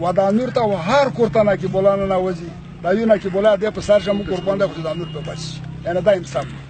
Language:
Pashto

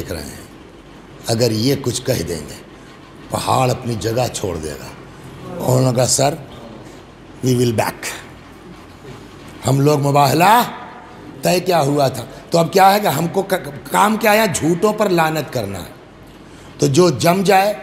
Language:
Urdu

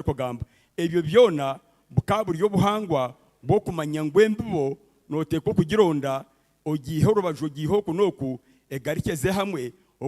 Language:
Nyankole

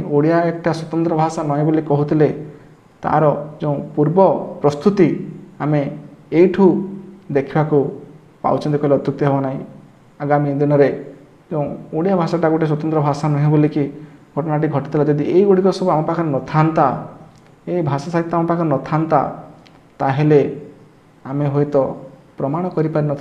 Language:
Odia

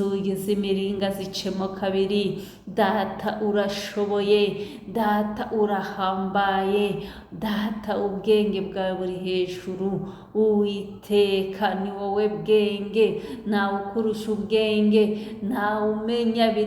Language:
Kinyarwanda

